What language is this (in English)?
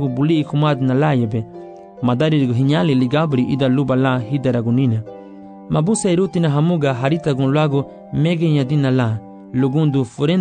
Garifuna